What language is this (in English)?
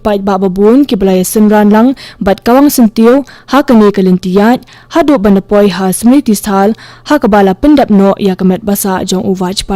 Khasi